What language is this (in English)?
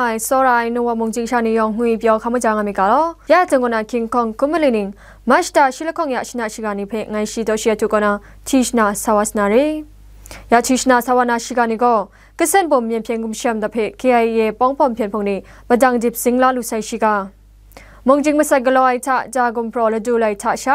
Kachin